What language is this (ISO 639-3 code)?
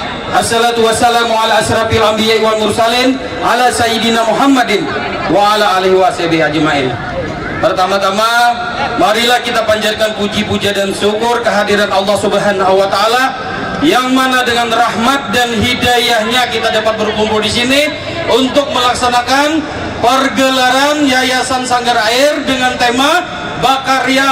bjn